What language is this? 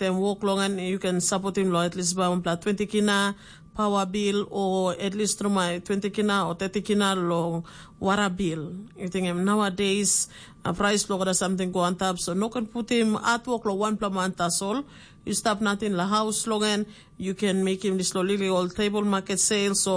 Tok Pisin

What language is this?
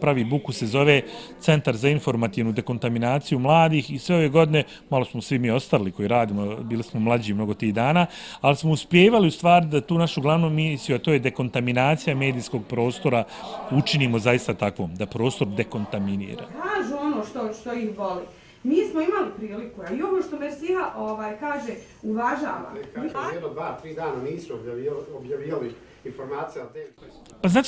Bosnian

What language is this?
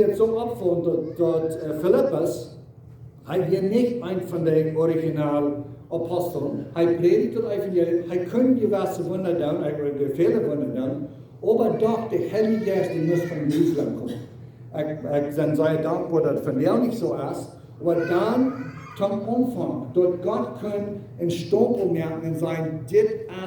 Plautdietsch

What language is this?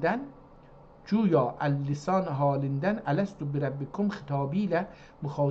South Azerbaijani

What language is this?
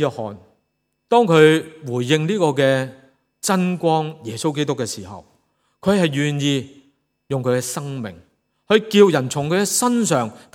Cantonese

